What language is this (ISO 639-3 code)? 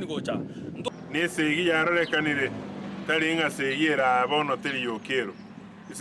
guz